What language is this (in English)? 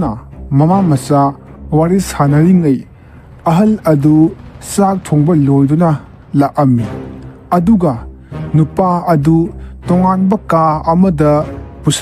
Manipuri